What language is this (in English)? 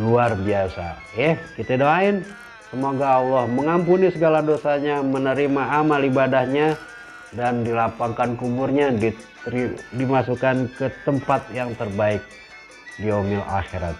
Betawi